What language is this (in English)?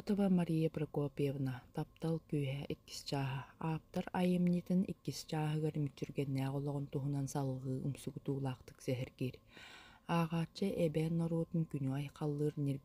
Yakut